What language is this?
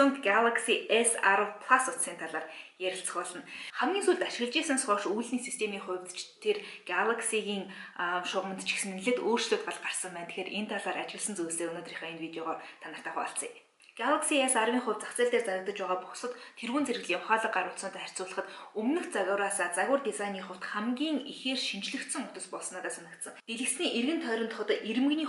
Mongolian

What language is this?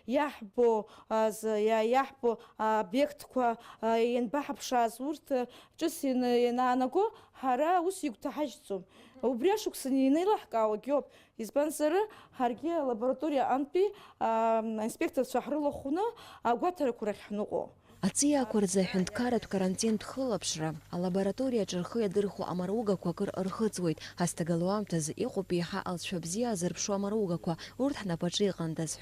Abkhazian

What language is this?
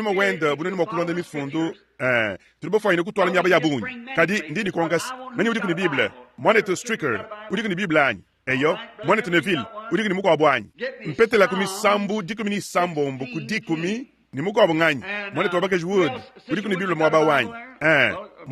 Luba-Lulua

